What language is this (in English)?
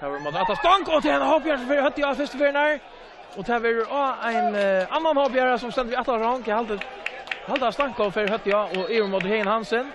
Faroese